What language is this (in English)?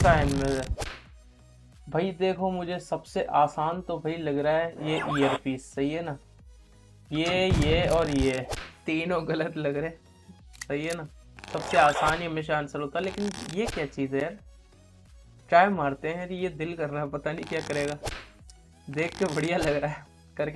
Hindi